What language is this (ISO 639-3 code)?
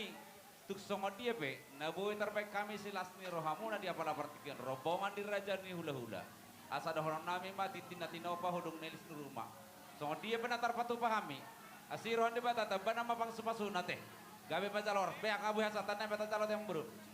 bbc